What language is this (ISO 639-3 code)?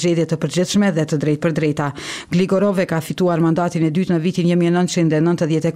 sqi